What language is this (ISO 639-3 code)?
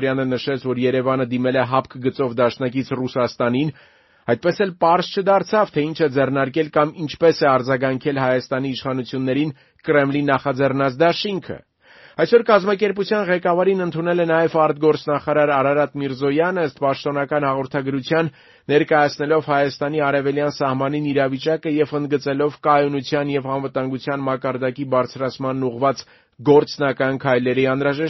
hye